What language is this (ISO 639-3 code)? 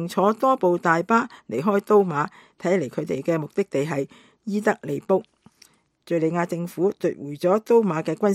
yue